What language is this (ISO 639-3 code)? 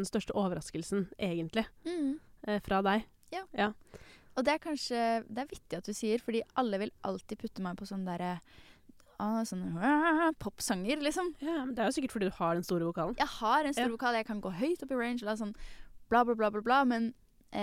nor